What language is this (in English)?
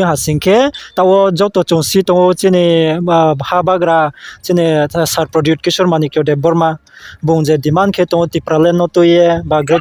Riang (India)